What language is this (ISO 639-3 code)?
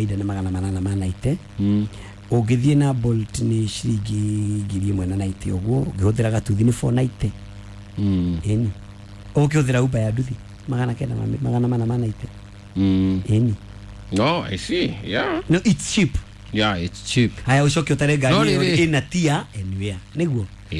kik